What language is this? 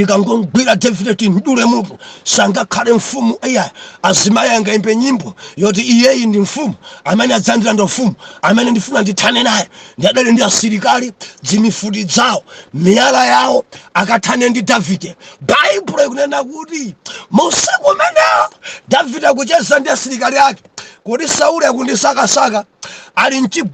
Nyanja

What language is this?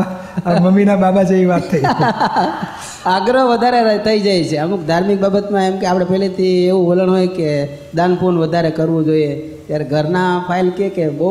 Gujarati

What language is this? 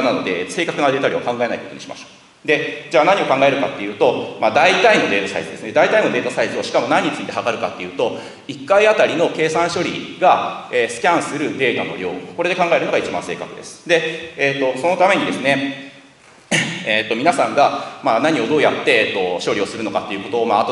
Japanese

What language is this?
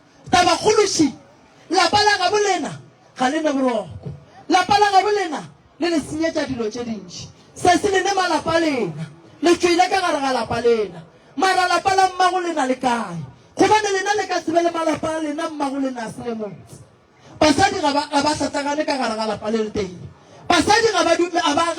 Northern Sotho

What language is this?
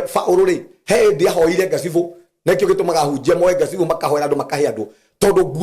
Kikuyu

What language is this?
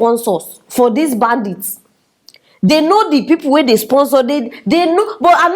Nigerian Pidgin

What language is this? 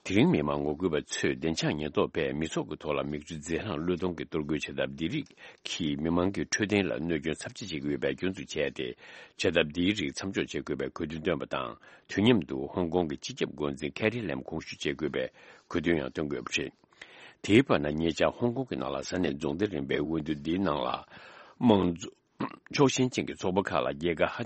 Tibetan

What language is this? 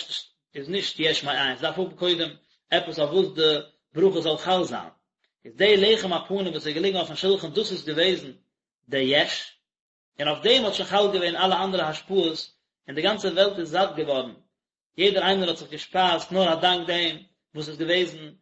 Yiddish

